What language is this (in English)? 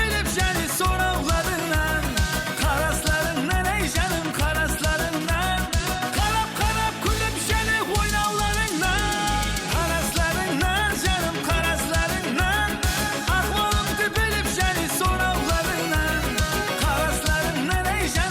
Kara-Kalpak